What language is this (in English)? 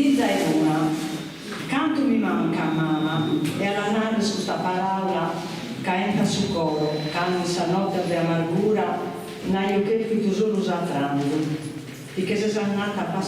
Sardinian